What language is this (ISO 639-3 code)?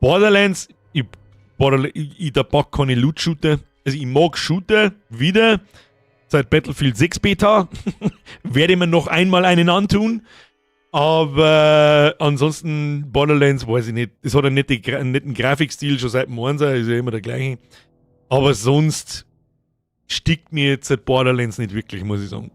bar